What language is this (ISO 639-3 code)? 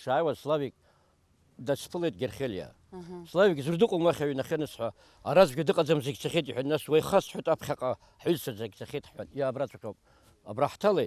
abk